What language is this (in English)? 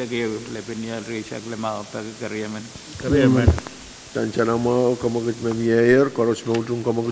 Pohnpeian